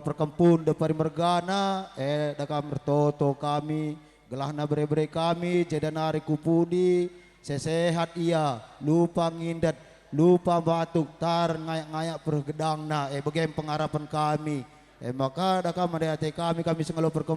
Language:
Batak Karo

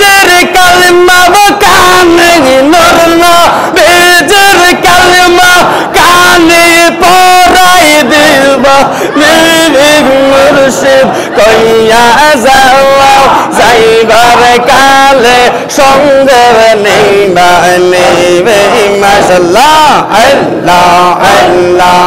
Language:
Bangla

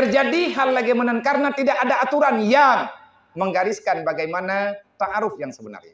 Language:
Achinese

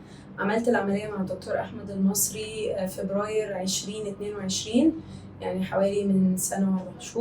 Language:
Egyptian Arabic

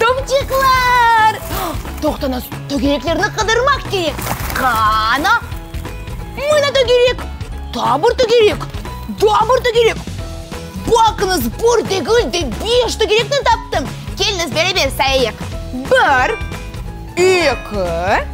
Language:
Crimean Tatar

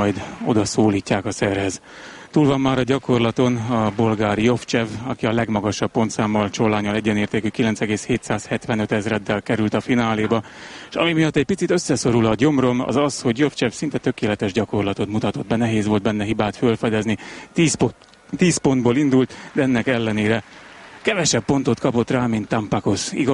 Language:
Hungarian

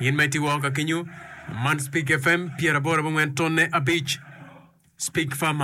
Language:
Acoli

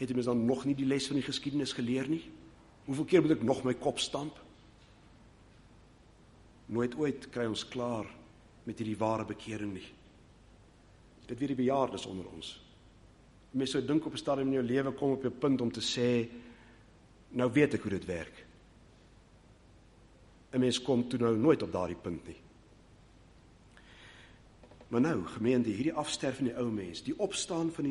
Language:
Afrikaans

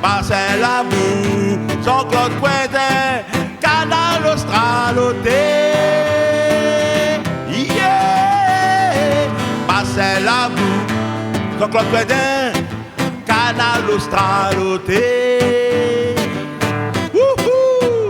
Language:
Réunion Creole French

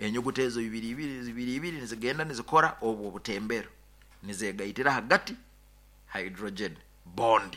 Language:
Nyoro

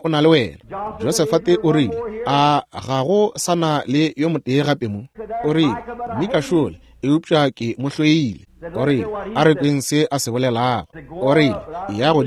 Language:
Northern Sotho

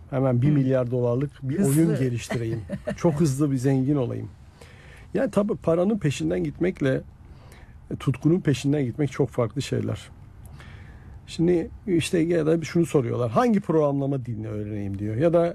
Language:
Turkish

